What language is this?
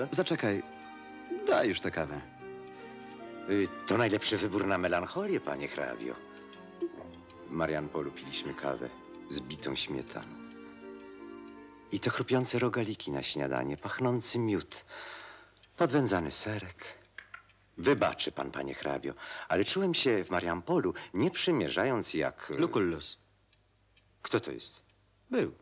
Polish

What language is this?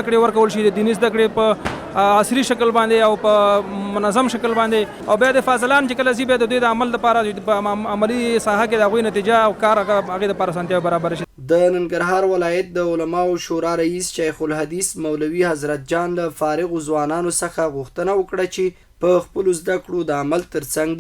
Pashto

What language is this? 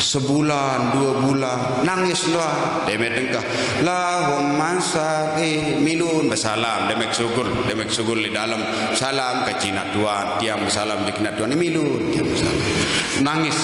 Sasak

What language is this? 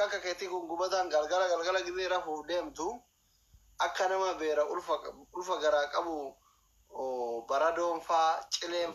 Oromo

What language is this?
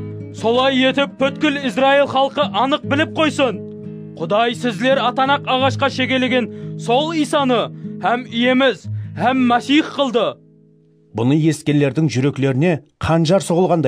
Kara-Kalpak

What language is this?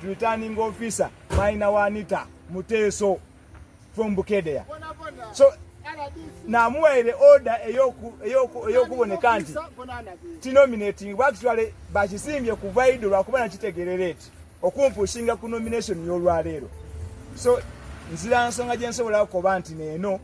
Ganda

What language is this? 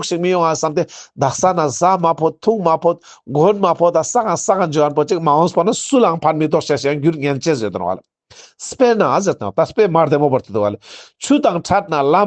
Ladakhi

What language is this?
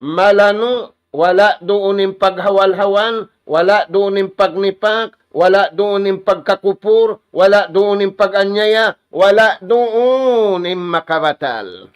Tausug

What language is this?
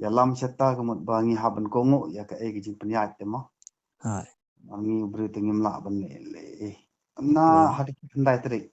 Khasi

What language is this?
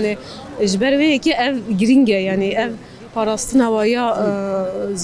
Kurdish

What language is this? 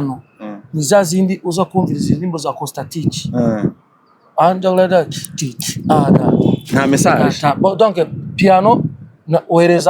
Rundi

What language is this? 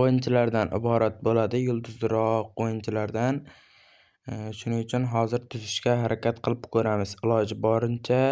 Uzbek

